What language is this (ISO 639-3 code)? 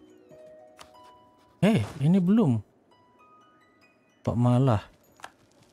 ind